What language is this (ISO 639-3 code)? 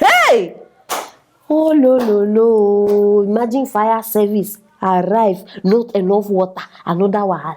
pcm